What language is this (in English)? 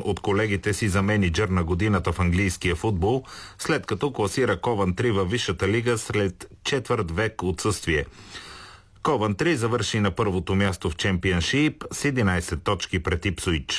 Bulgarian